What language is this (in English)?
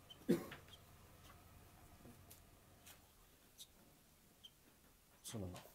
Thai